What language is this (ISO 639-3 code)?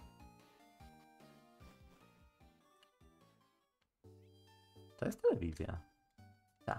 pol